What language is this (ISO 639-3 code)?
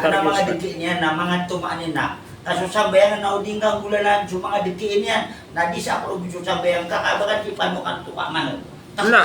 mrw